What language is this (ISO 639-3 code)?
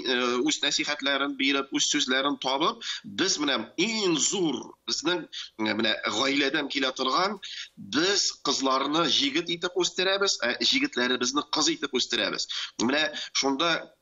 tat